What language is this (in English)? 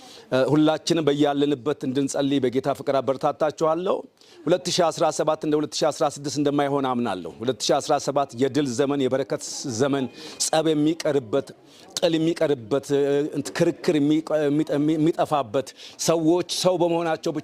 Amharic